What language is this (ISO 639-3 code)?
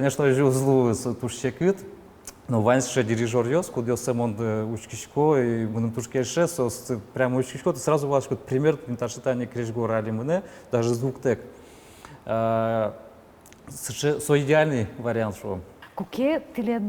udm